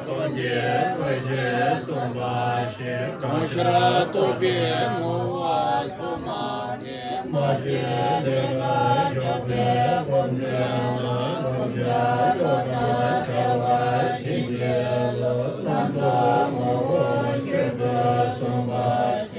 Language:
Tibetan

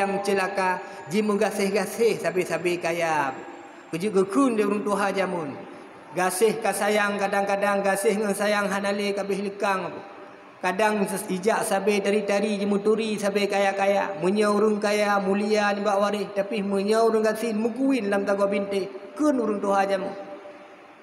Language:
Achinese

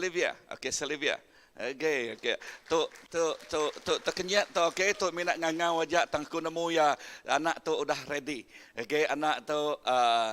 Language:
Iban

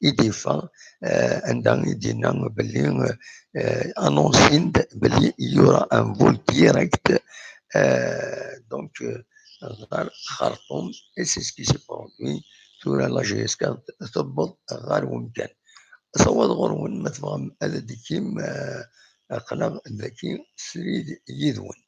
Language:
Kabyle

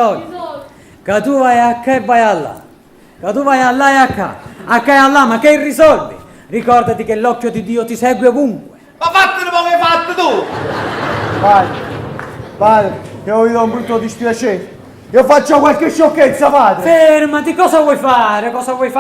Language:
Neapolitan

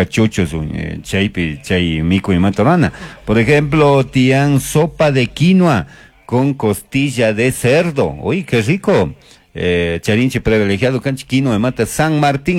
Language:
Chimborazo Highland Quichua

